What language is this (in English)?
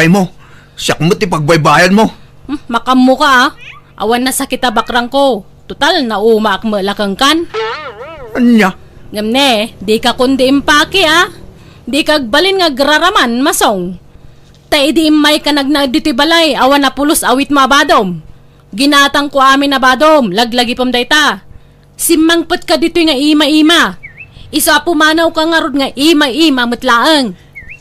Iloko